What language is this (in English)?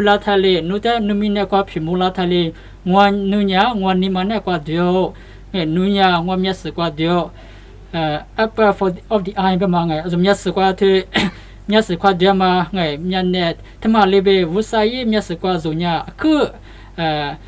Lisu